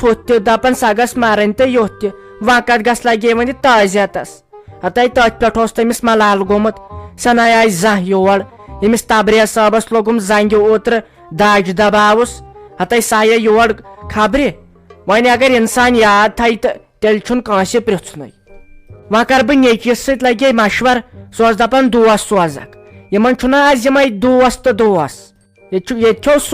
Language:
Kashmiri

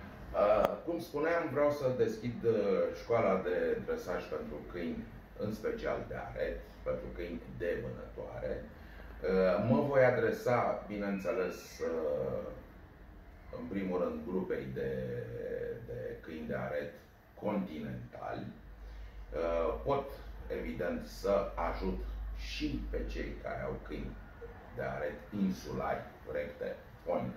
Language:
Romanian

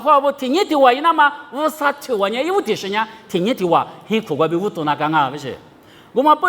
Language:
Lisu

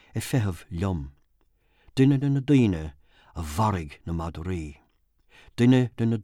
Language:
Irish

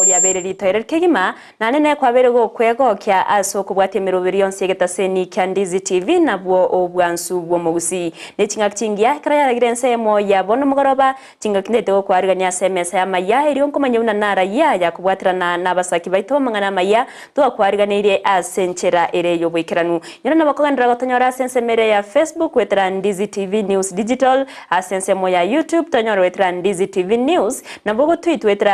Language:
Gusii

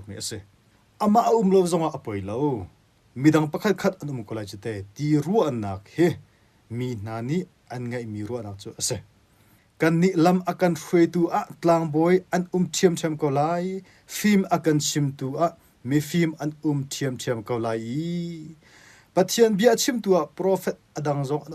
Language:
Hakha Chin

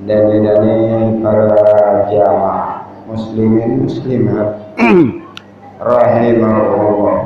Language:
Sasak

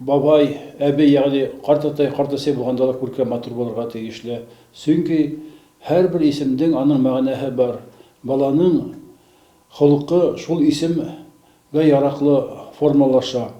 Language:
Bashkir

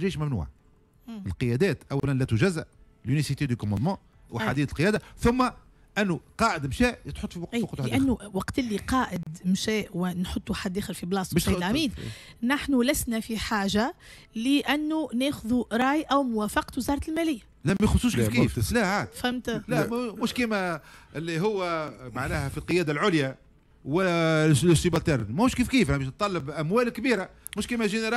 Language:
Tunisian Arabic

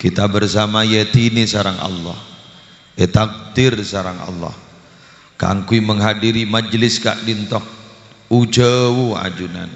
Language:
Madurese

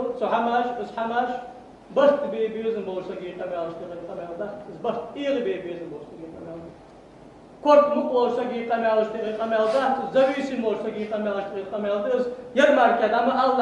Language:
Ingush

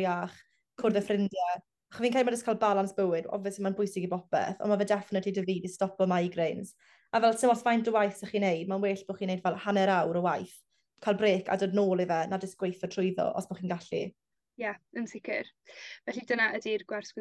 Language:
Welsh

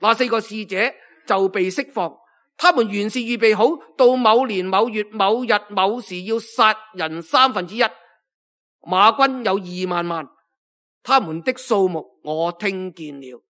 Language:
Cantonese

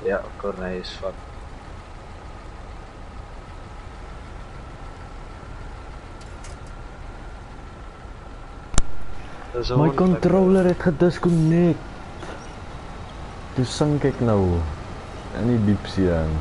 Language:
Afrikaans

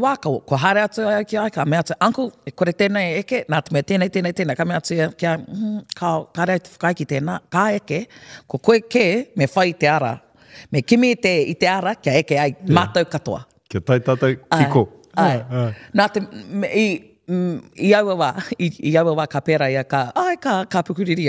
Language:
Māori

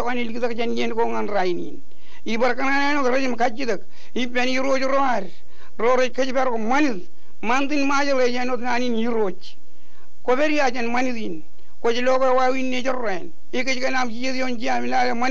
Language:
Marshallese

